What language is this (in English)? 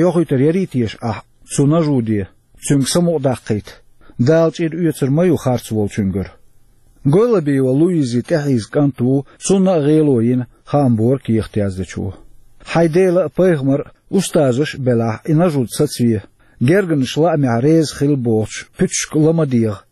Chechen